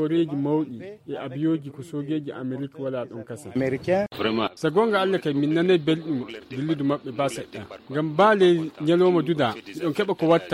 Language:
Fula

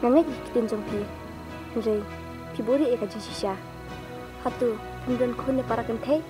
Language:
Khasi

